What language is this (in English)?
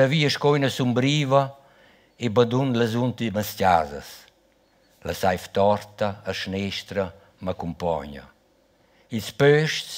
Romansh